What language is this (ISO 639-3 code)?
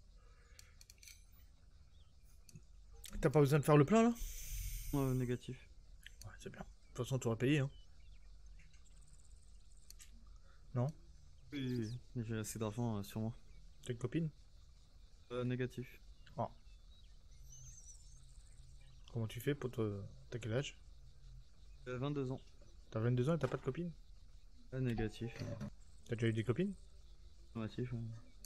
fra